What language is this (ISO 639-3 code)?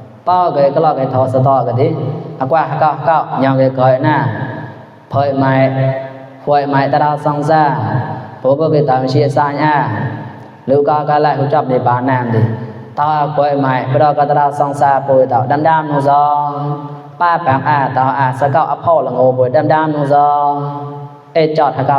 mnw